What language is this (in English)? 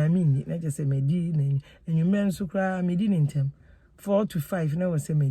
Akan